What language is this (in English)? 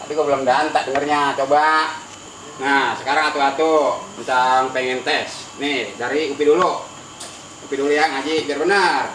Betawi